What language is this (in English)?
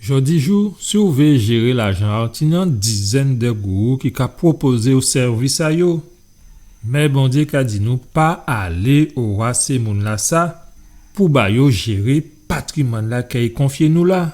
Guadeloupean Creole French